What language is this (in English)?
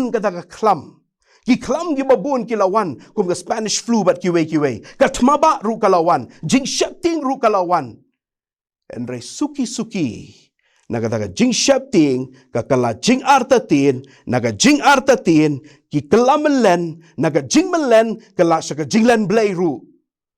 Khasi